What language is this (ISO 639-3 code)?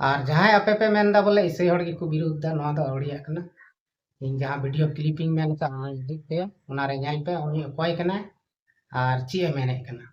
sat